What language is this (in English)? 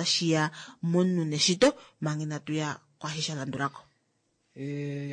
Kuanyama